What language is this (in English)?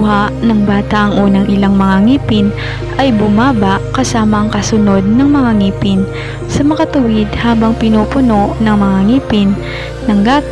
Filipino